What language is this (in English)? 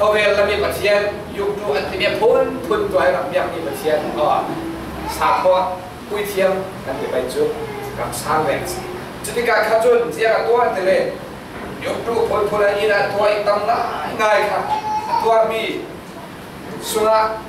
Falam Chin